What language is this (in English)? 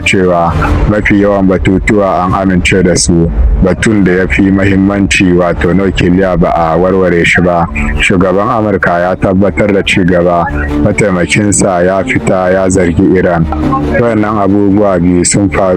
Hausa